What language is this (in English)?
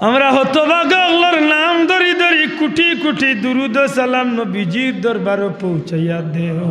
Sylheti